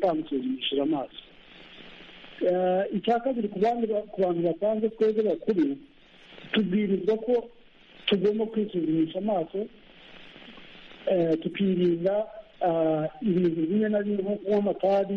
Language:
Kinyarwanda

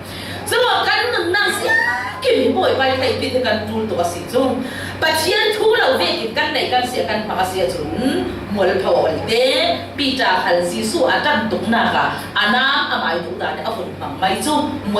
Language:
Falam Chin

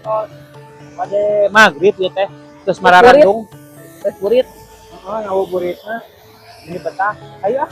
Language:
Sundanese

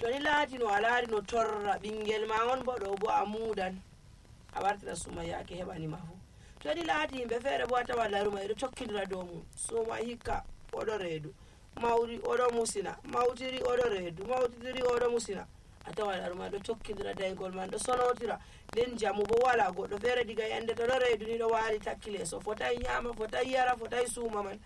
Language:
Nigerian Fulfulde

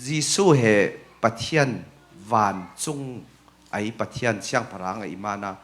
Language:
Falam Chin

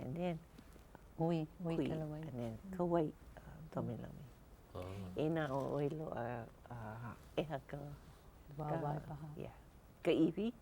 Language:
Hawaiian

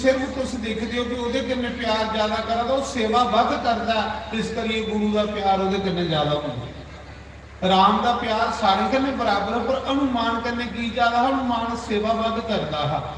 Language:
Dogri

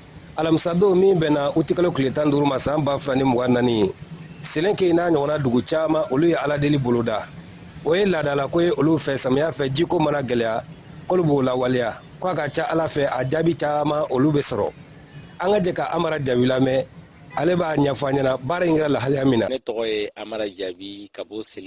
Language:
Bambara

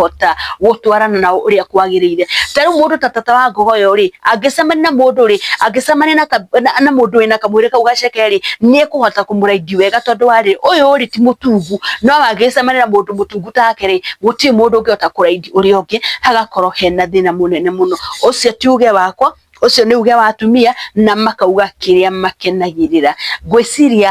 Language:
Kikuyu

